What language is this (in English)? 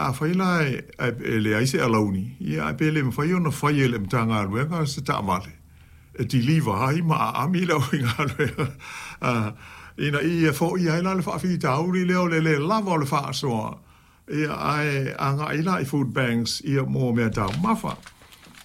Samoan